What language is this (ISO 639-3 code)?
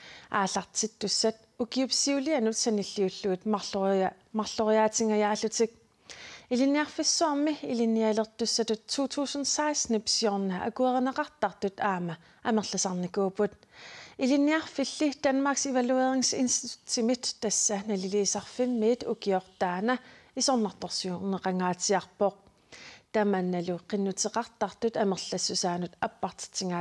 kal